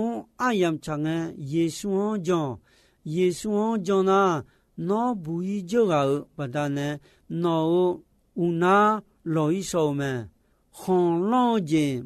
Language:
Akha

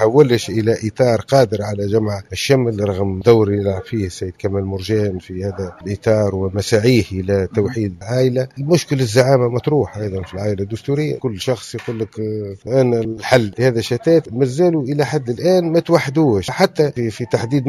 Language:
Tunisian Arabic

